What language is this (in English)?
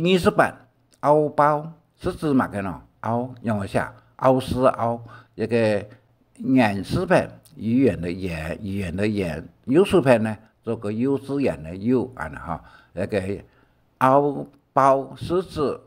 Hakka Chinese